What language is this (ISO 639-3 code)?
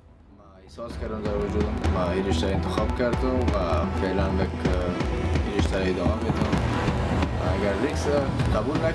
fas